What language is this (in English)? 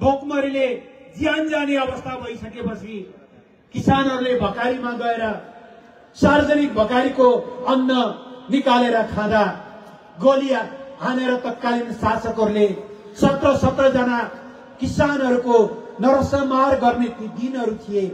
Nepali